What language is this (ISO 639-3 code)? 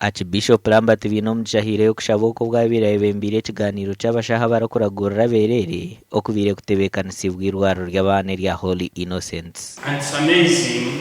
nyn